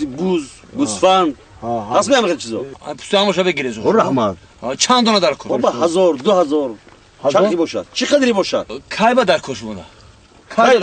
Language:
Tajik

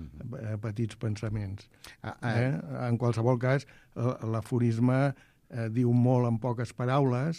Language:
Catalan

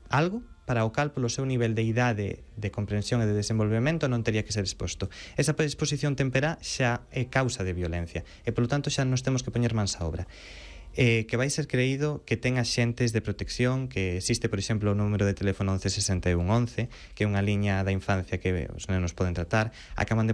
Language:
Galician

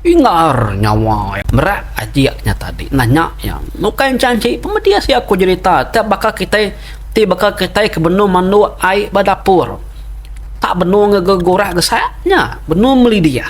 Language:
Iban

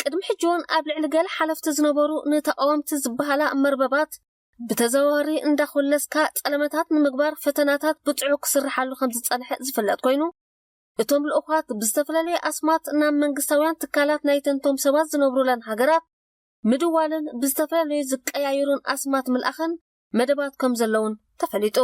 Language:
Tigrinya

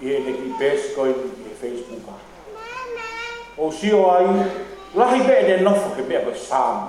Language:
Tongan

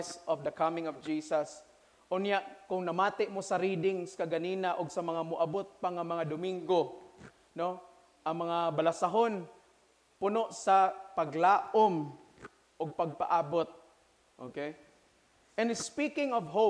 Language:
Cebuano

